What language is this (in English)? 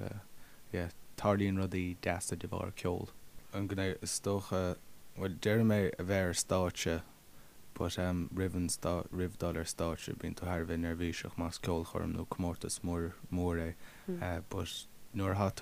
Irish